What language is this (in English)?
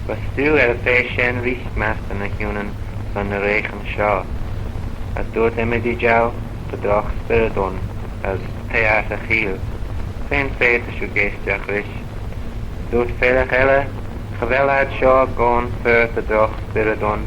Manx